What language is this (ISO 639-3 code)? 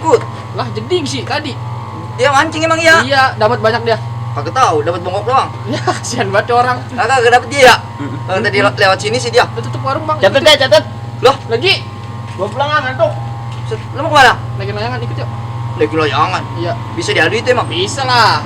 bew